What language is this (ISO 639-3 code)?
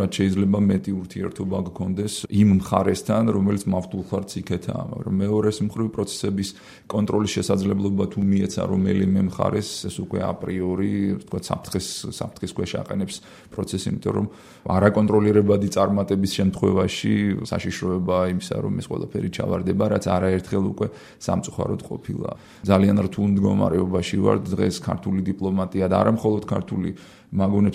kat